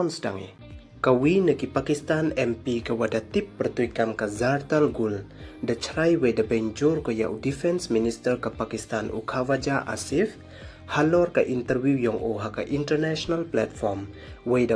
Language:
Pnar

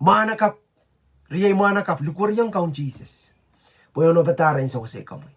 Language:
Pohnpeian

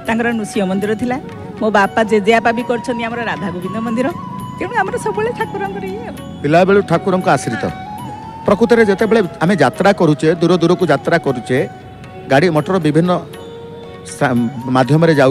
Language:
Odia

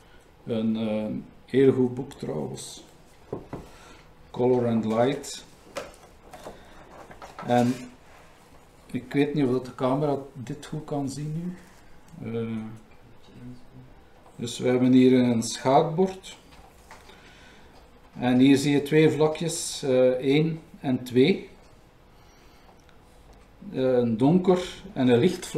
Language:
Dutch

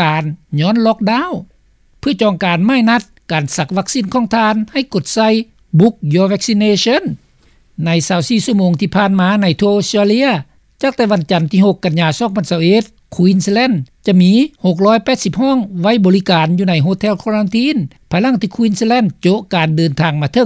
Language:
Lao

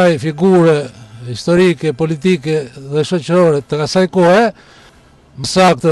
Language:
Albanian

